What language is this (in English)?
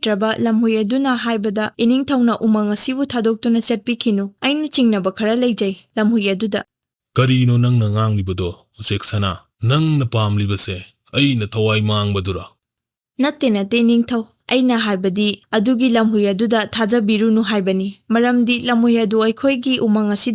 Manipuri